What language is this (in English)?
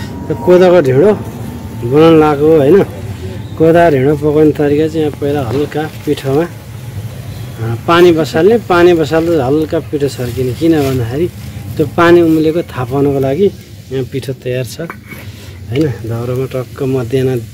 Nepali